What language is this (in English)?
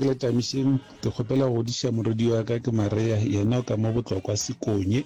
Northern Sotho